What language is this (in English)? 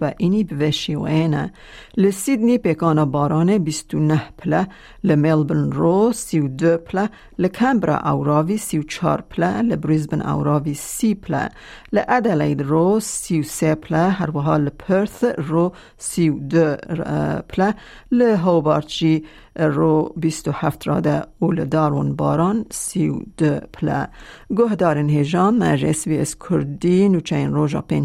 Kurdish